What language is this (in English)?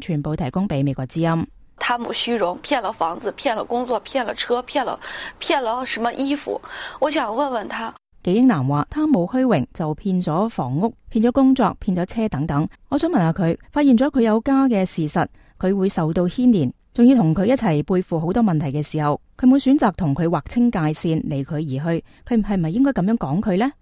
Cantonese